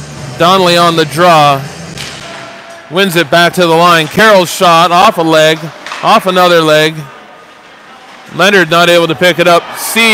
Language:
English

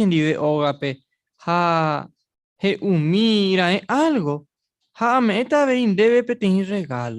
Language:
Guarani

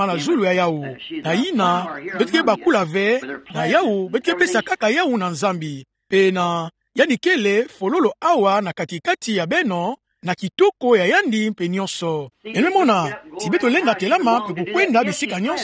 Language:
Kituba (Democratic Republic of Congo)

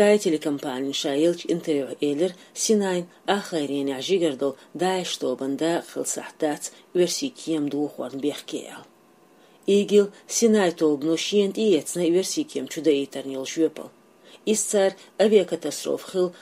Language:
Chechen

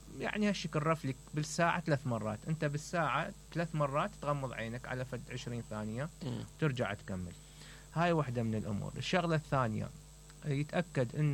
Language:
Mesopotamian Arabic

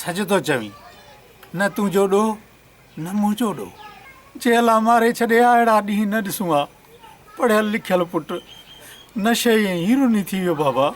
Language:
Sindhi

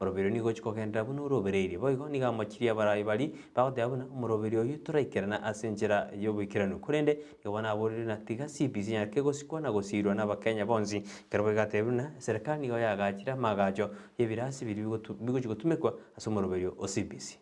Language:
Gusii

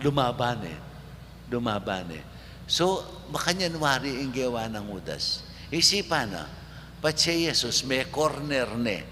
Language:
Pampanga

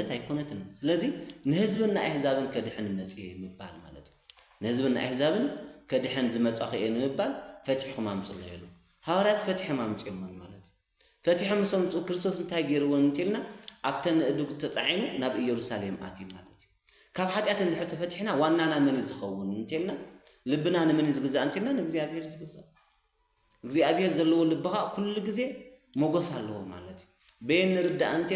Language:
Tigrinya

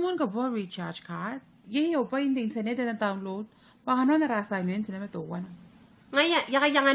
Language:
Gilbertese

